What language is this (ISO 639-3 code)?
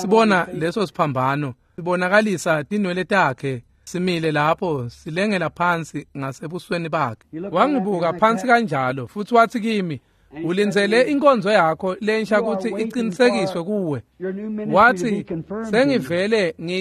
ssw